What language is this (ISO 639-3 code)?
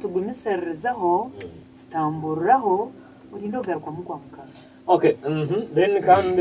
nyn